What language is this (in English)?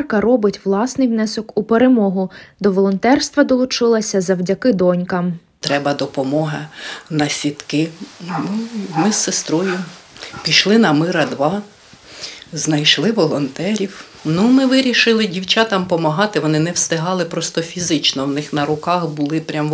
Ukrainian